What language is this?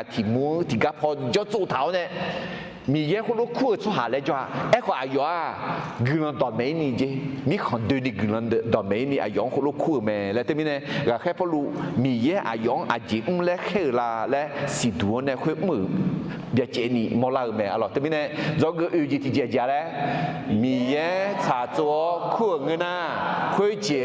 Akha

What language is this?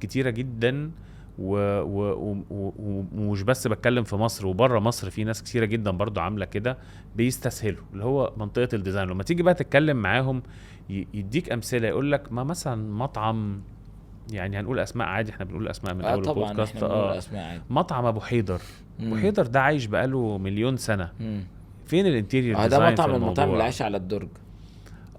Egyptian Arabic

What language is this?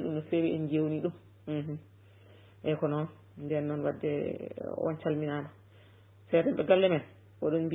Fula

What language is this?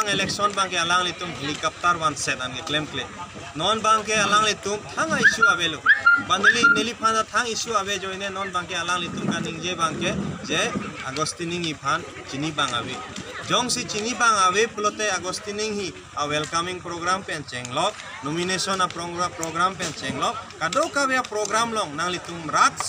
Karbi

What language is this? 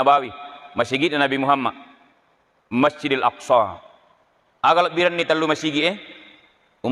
Buginese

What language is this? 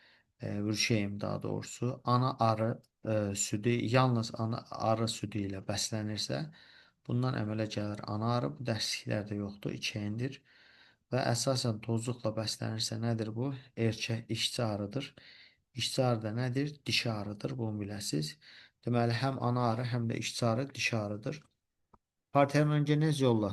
Azerbaijani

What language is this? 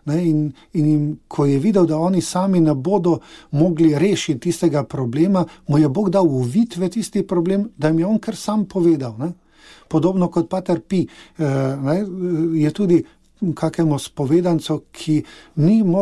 Slovenian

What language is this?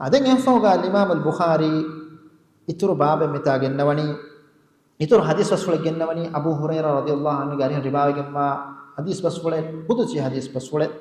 Divehi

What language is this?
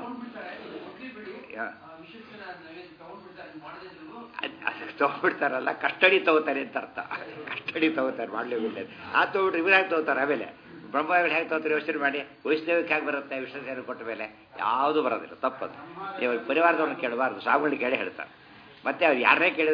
Kannada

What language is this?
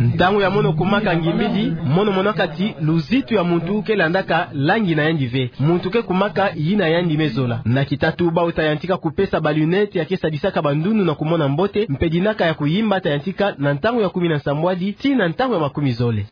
Kituba (Democratic Republic of Congo)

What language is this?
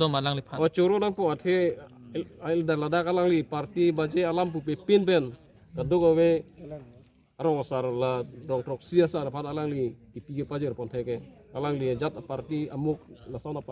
Karbi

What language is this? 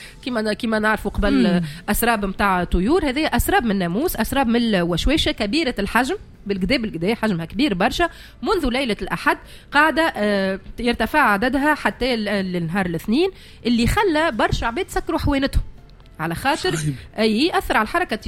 Tunisian Arabic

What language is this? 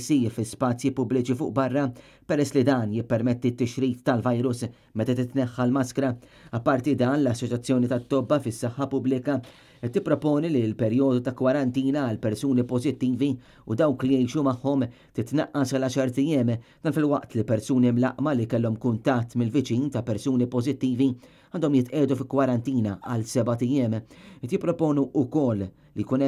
Maltese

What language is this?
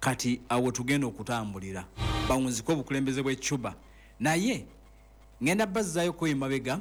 Ganda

